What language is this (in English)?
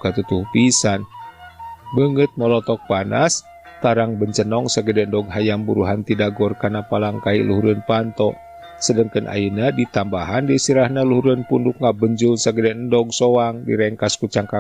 Sundanese